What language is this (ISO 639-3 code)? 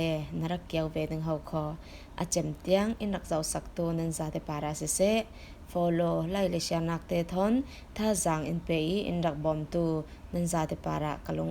cfm